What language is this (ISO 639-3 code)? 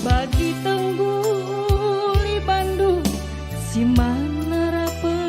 btx